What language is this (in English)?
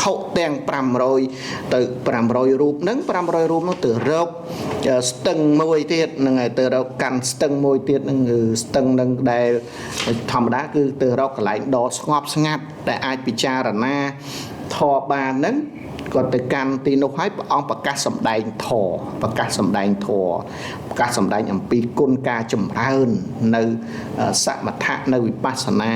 Khmer